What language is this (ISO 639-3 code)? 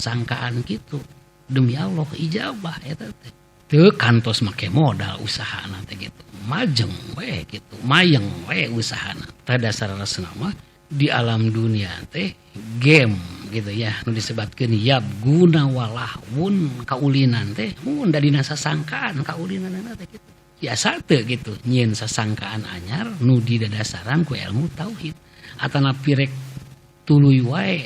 sun